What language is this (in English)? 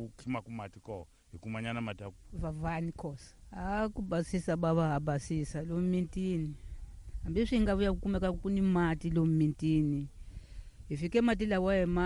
Tsonga